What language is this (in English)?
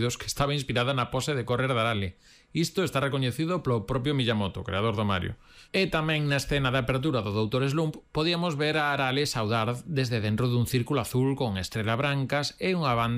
Galician